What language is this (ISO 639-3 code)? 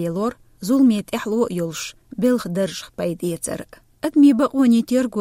che